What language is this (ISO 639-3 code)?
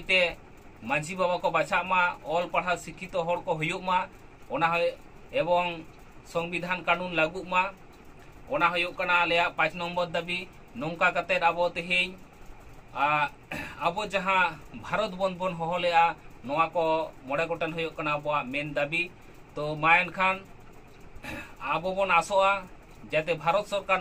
sat